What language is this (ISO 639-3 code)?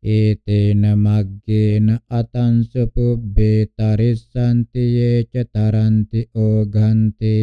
pli